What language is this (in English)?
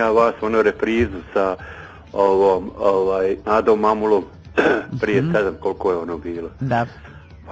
Bosnian